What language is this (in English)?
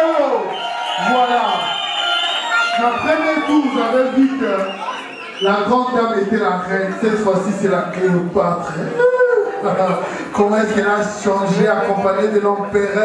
French